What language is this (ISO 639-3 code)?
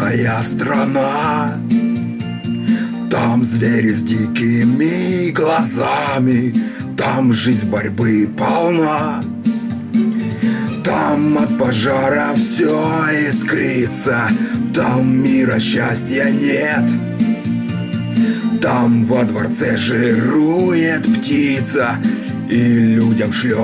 rus